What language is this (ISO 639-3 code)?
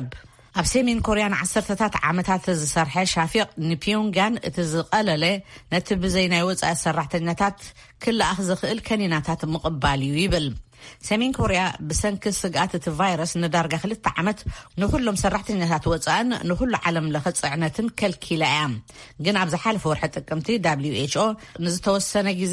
tir